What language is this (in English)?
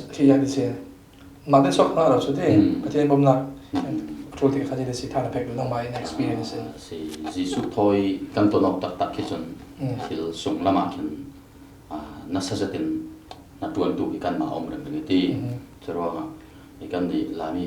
Falam Chin